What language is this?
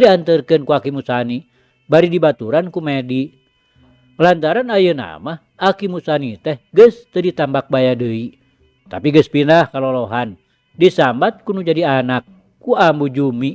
Sundanese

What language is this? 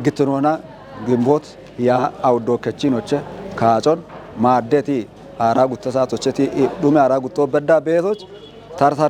Kafa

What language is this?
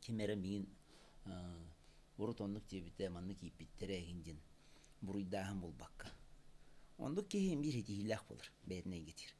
Yakut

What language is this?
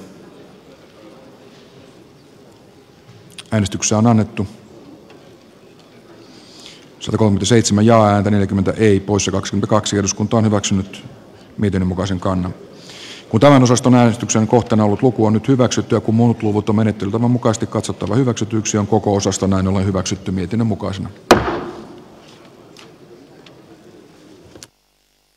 Finnish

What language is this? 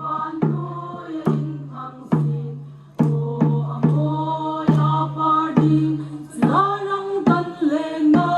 Hmar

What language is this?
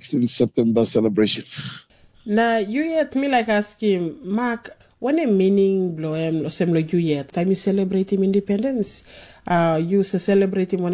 Tok Pisin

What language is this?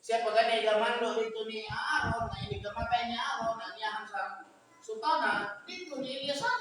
Cebuano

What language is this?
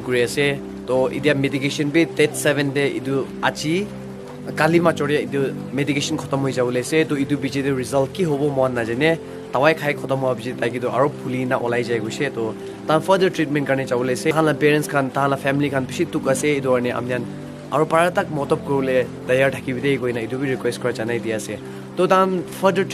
Naga Pidgin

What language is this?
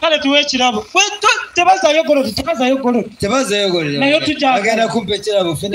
Nyankole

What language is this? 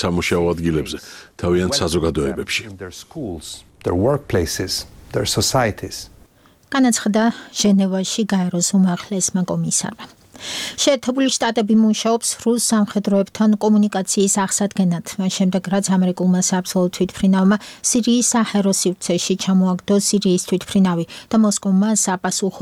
Georgian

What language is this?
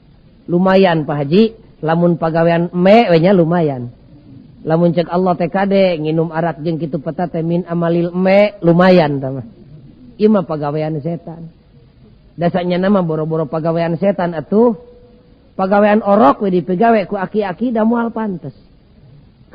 Sundanese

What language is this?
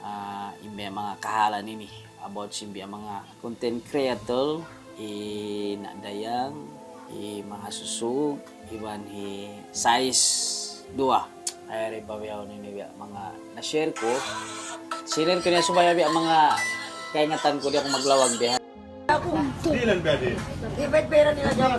Tausug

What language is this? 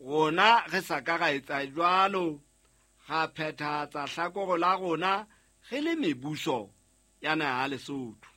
Southern Sotho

